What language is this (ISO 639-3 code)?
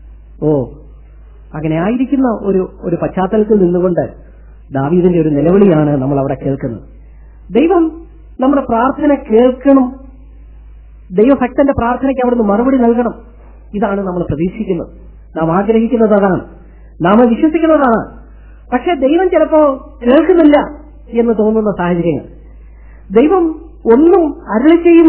mal